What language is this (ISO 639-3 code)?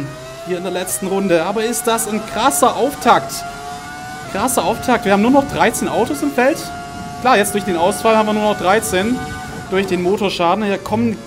deu